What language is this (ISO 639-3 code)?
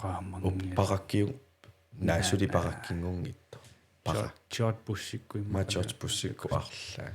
kal